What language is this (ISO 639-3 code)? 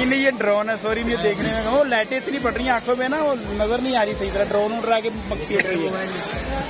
hin